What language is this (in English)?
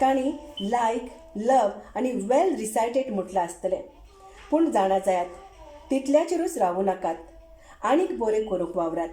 Konkani